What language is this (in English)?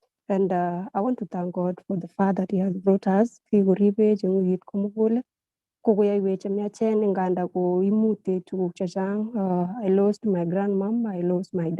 Kalenjin